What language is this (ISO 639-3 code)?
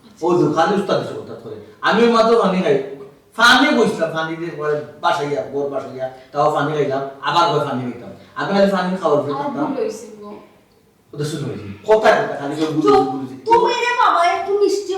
syl